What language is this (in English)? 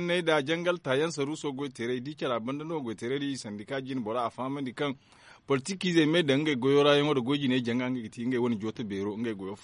Zarma